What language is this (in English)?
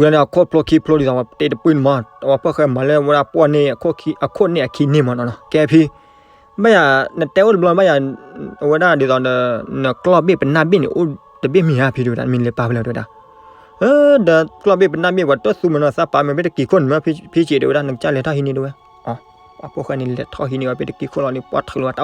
S'gaw Karen